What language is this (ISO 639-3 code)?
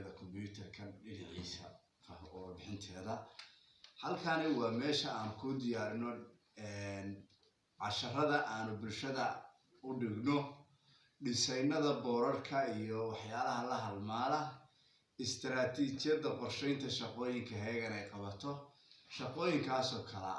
som